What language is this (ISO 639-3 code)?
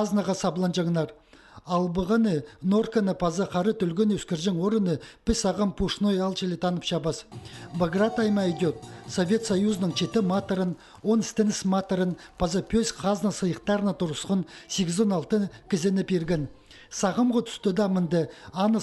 kjh